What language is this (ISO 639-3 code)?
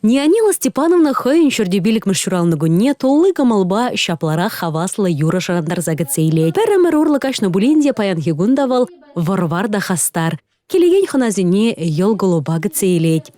chv